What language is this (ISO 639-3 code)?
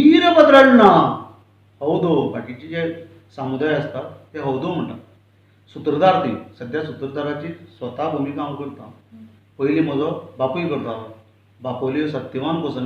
kok